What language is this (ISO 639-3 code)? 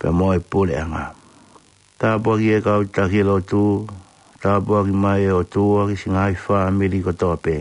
ton